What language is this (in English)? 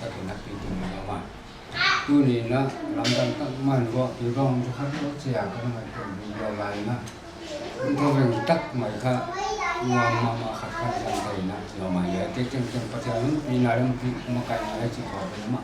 Paite Chin